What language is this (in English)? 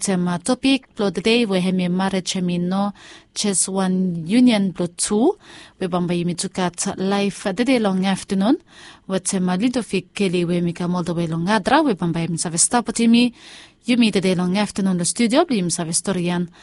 Bislama